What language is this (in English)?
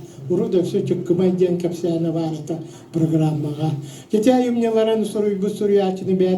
Yakut